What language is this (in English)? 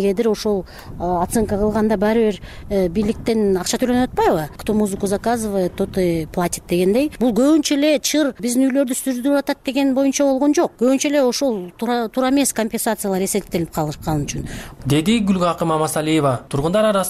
Kyrgyz